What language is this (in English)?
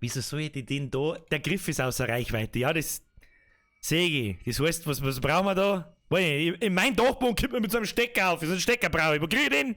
Bavarian